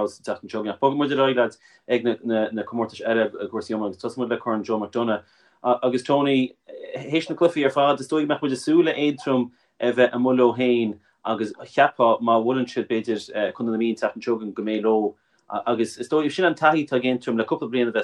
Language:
Irish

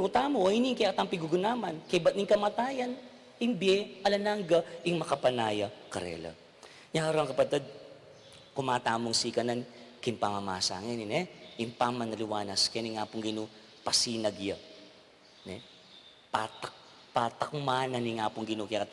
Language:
Pampanga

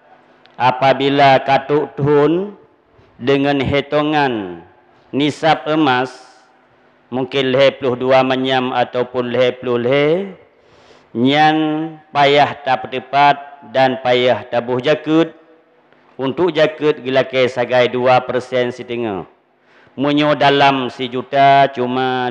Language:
Achinese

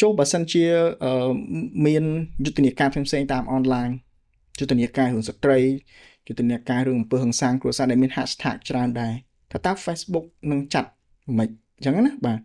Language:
Khmer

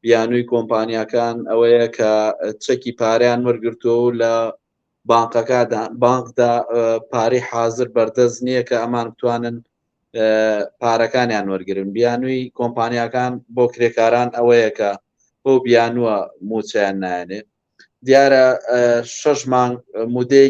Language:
Central Kurdish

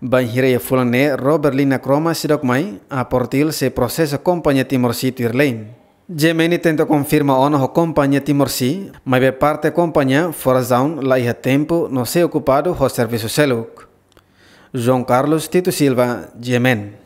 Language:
Tetum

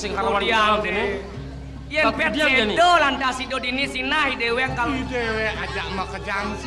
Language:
Balinese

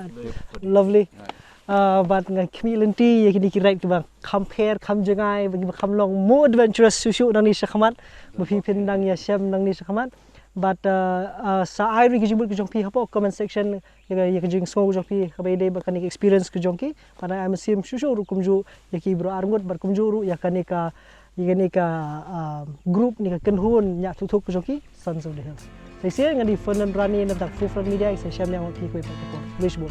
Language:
Khasi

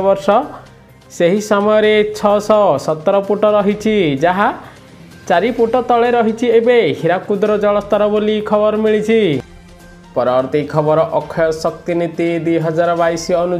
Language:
Odia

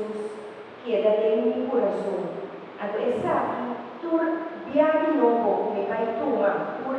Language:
Papiamento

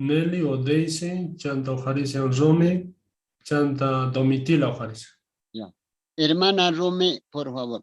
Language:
Quechua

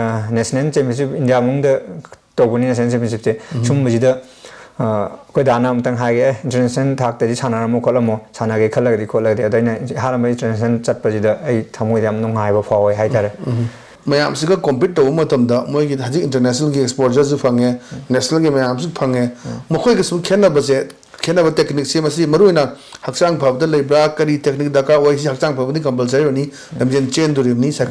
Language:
Manipuri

